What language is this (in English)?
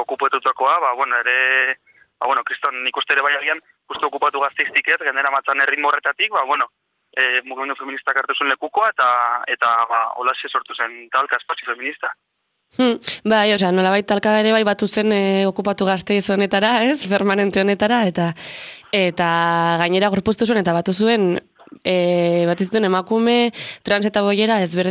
Basque